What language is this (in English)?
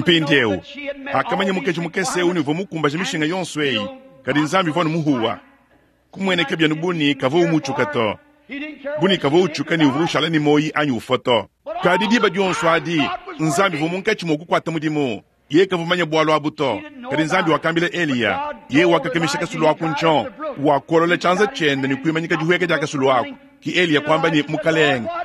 Luba-Lulua